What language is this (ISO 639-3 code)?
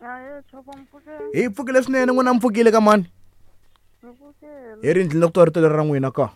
tso